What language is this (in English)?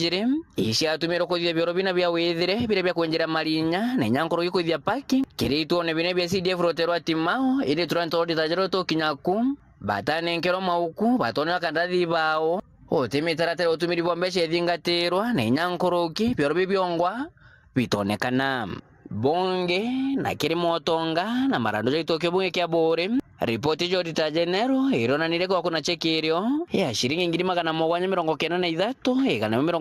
Meru